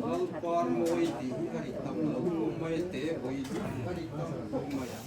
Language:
Hmar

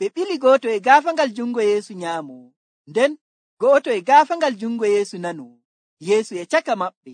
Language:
Nigerian Fulfulde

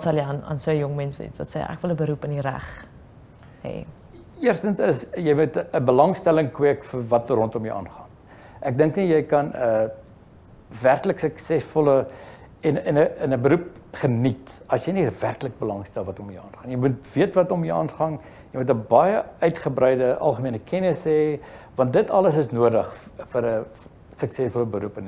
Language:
Afrikaans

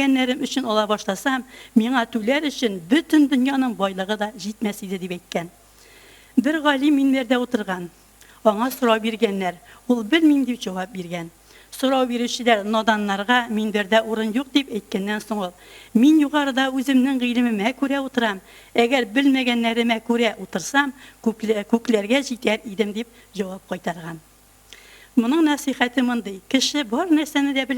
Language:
Tatar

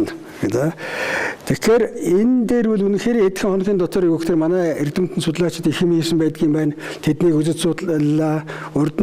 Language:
Mongolian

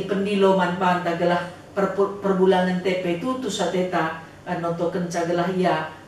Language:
Batak Karo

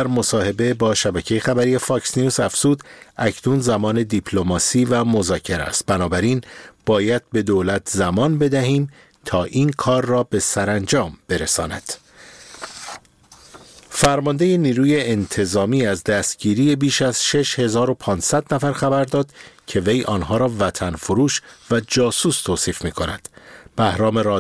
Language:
Persian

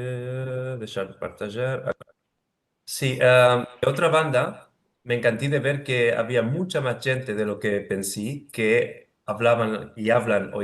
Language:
Ladino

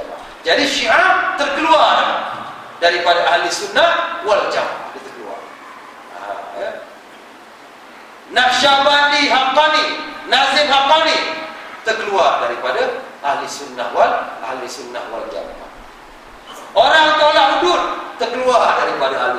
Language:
Malay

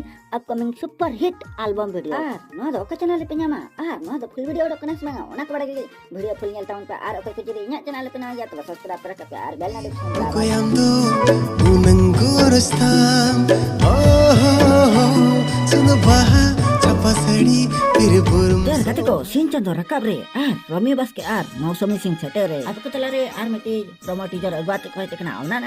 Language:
Santali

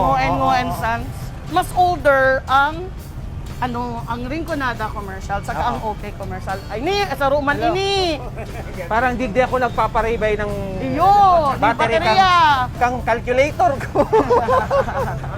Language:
Bikol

